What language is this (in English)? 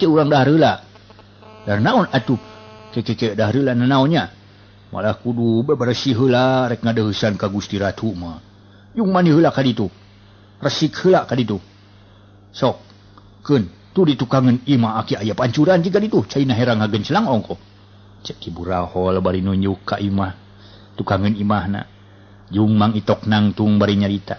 Sundanese